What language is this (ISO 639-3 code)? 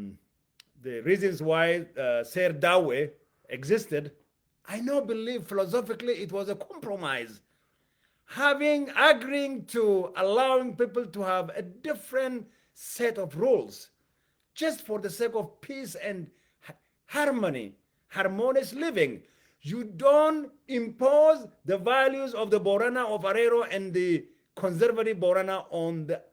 eng